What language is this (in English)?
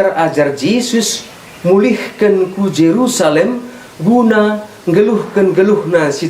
Batak Karo